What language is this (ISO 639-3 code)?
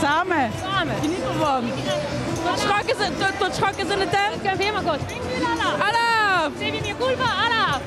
lim